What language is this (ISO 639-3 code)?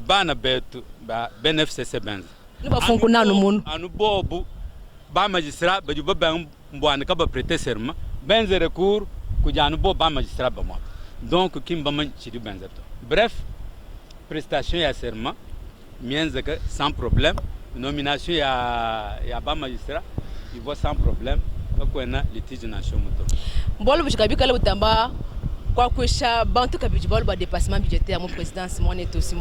lua